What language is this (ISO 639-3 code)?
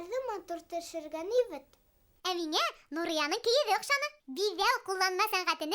bak